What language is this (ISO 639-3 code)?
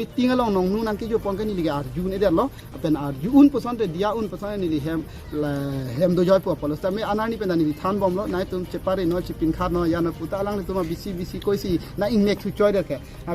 mjw